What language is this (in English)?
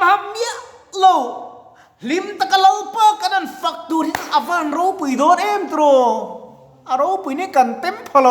Mizo